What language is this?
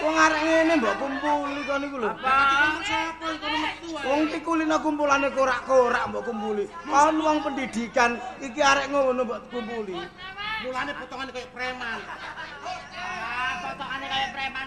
Javanese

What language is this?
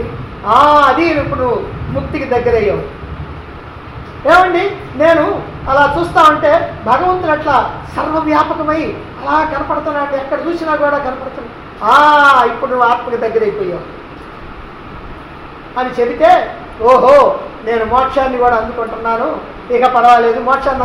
Telugu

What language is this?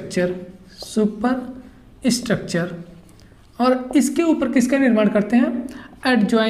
Hindi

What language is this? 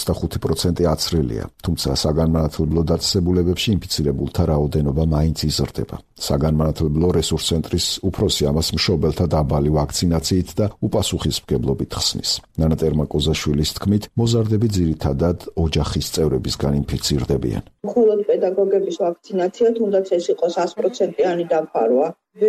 Georgian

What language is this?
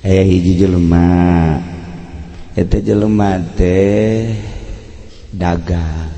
Sundanese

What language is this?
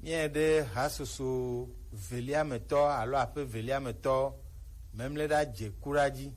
Gen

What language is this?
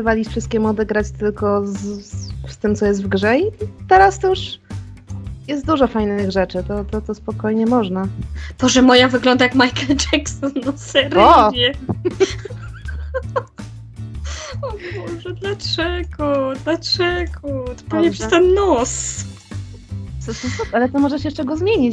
Polish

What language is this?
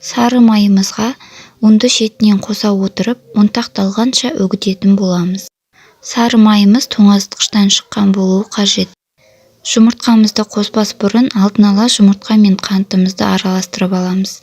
Kazakh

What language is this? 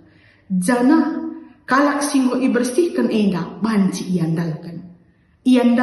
Batak Karo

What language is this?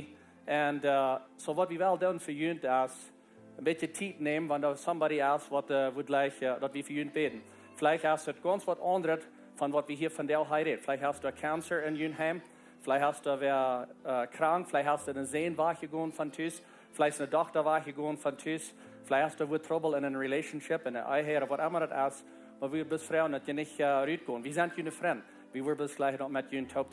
Plautdietsch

